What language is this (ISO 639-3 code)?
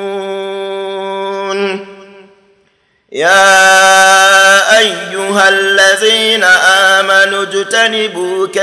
ara